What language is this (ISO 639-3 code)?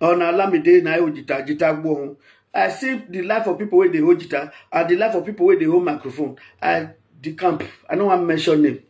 pcm